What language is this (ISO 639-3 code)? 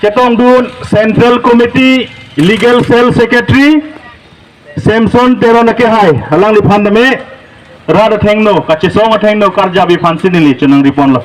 mjw